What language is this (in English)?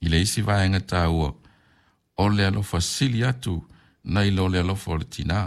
Samoan